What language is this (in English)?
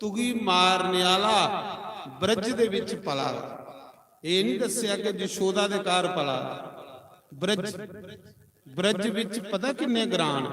Dogri